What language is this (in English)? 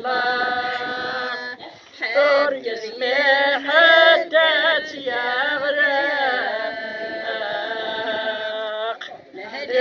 Kabyle